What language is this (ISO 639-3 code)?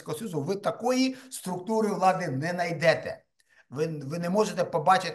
ukr